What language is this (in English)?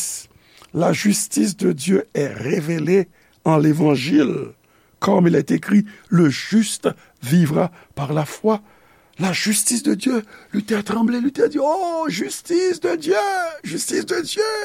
Haitian Creole